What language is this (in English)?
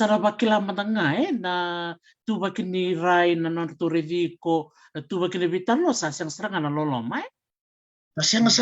Fijian